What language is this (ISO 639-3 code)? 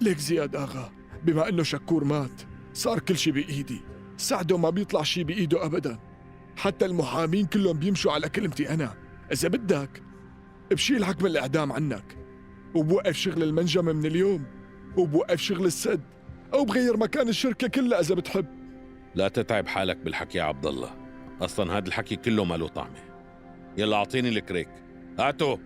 apc